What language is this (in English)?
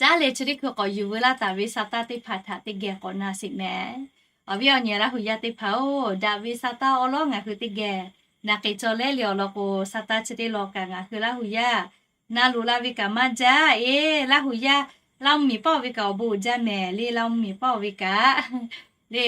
Lahu